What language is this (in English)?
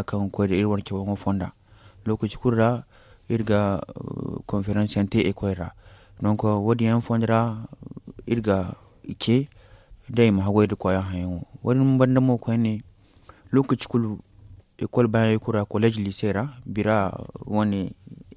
Zarma